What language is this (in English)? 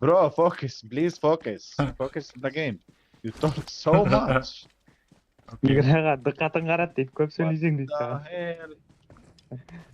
Kara-Kalpak